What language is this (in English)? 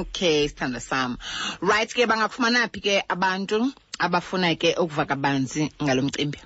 Xhosa